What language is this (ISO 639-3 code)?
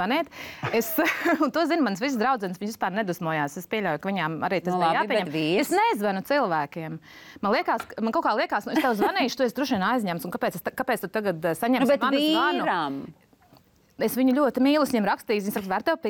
lav